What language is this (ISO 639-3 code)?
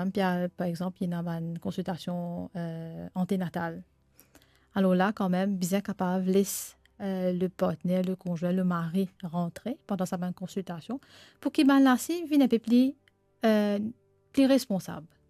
mfe